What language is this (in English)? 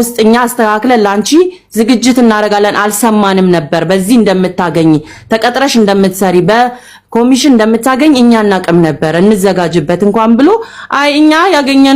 Amharic